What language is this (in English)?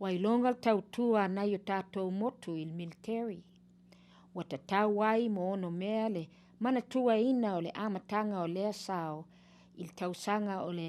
Samoan